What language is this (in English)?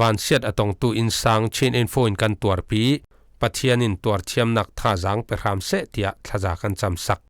Falam Chin